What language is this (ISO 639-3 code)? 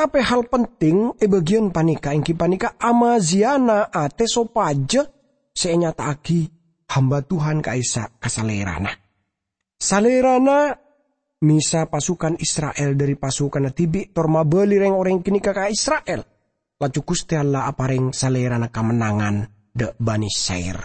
mad